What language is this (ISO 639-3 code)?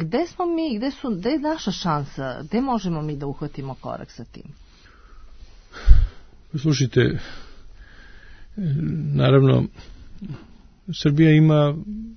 srp